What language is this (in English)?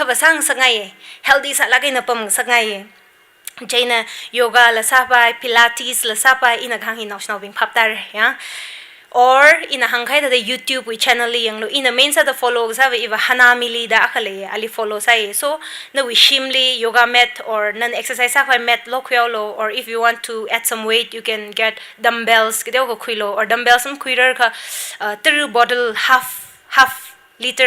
Tangkhul Naga (India)